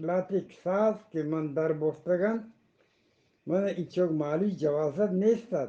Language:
Eastern Balochi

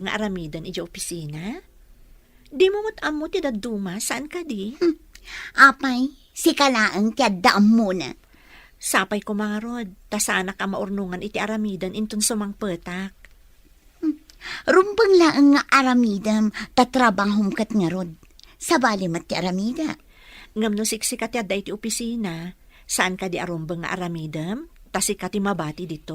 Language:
Iloko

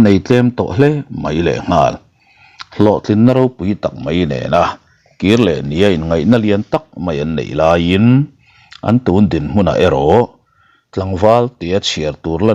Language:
Mizo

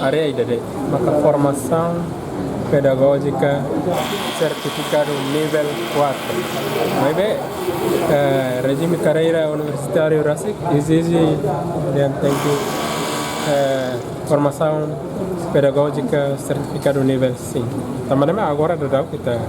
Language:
Tetum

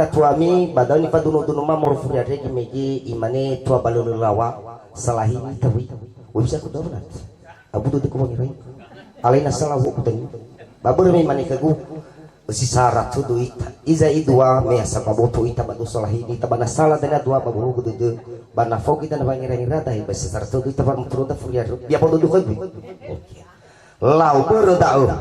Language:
Nias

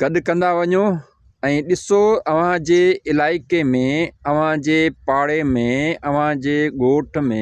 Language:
Sindhi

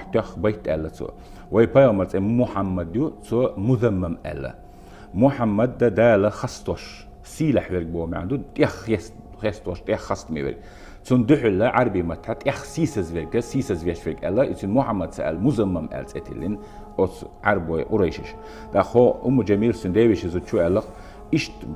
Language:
Chechen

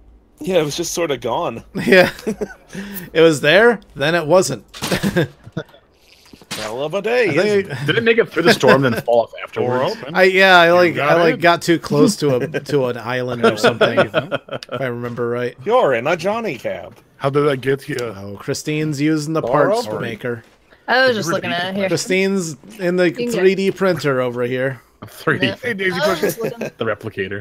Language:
English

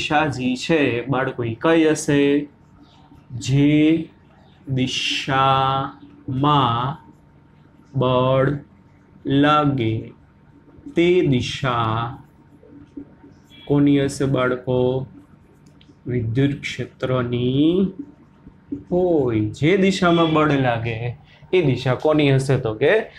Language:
Gujarati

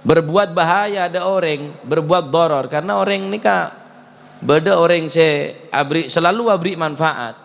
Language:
Madurese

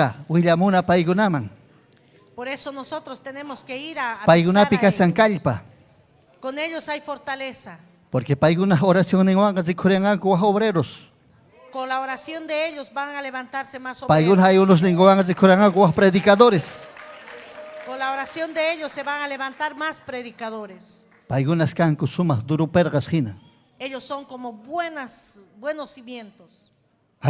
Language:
Ayacucho Quechua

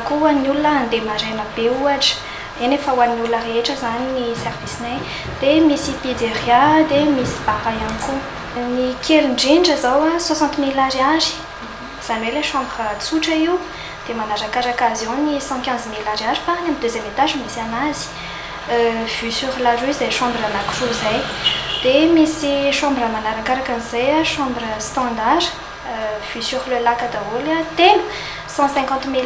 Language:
Malagasy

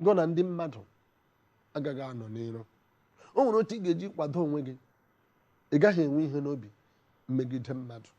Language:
Igbo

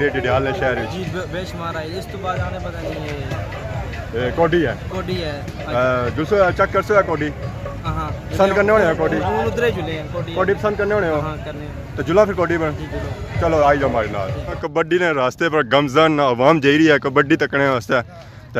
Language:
Pahari-Potwari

